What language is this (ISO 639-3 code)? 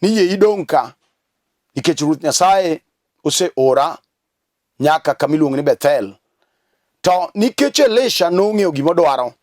luo